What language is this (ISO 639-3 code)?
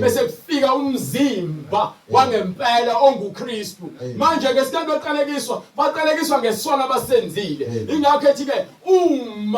zul